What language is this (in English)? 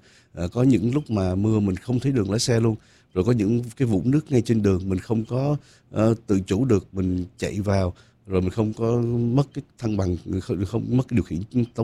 Vietnamese